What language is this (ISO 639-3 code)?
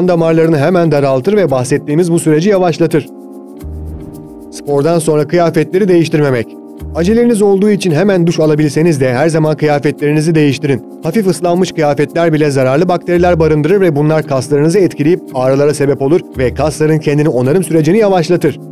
tur